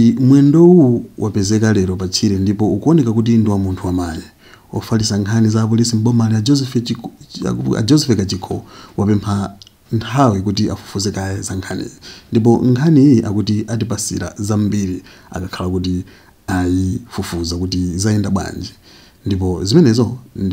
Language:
Nyanja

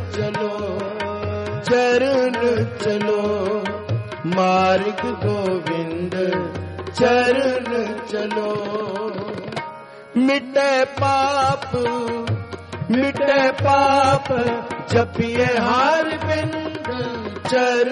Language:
Hindi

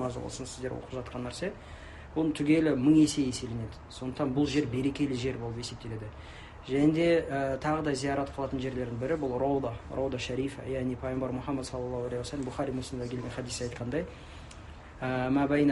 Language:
Kazakh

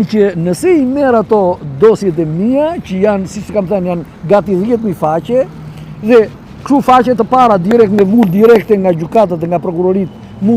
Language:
Albanian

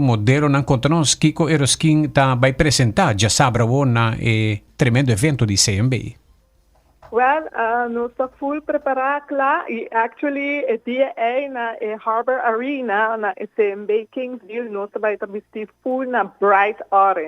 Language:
Papiamento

